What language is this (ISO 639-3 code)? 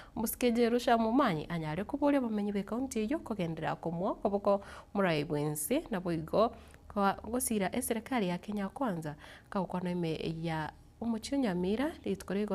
guz